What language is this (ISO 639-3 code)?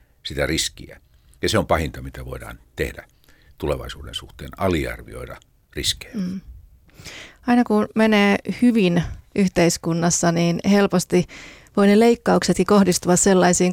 fin